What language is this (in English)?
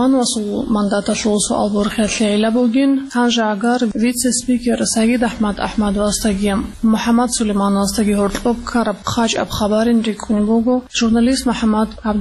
Avaric